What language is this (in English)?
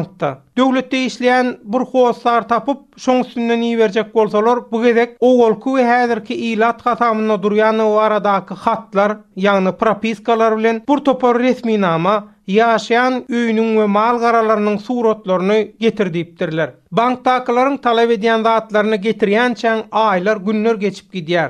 Turkmen